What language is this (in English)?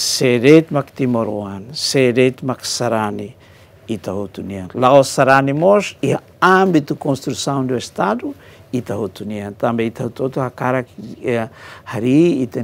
Tetum